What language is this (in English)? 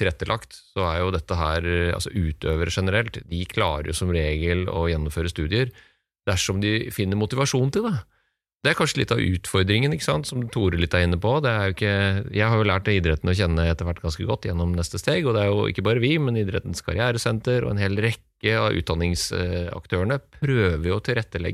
Norwegian